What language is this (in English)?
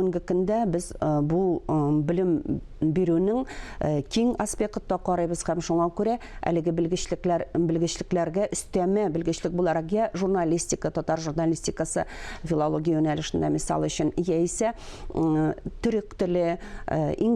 Tatar